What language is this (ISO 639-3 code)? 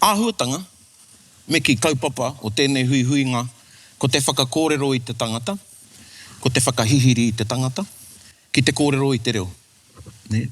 mri